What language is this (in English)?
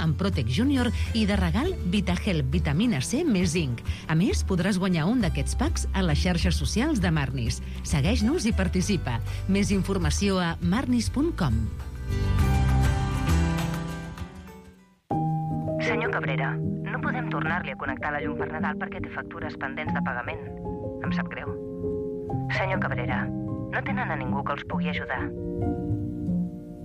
Catalan